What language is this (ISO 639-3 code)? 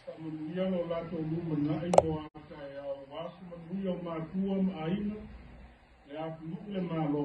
smo